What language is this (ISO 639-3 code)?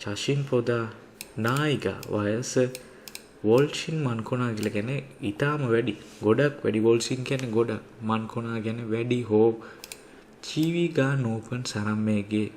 sin